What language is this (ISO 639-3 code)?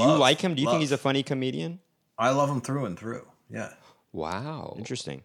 eng